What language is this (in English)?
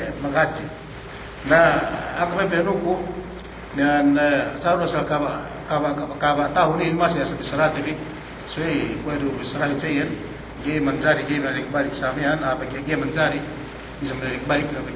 Yakan